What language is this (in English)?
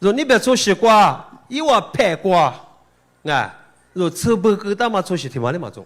Lisu